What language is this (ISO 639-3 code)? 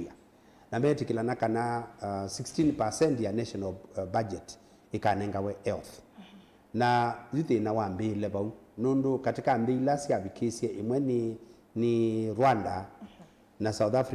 kam